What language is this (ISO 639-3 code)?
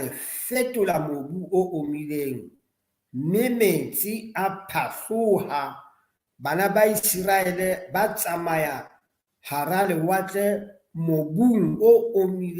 sot